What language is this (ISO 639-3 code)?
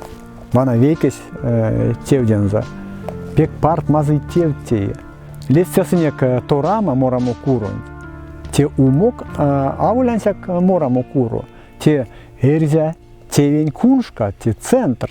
myv